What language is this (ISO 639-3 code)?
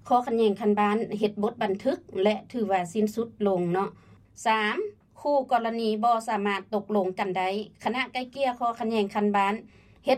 lao